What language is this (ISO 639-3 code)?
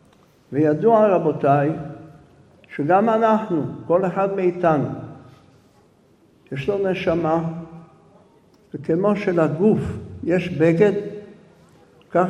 heb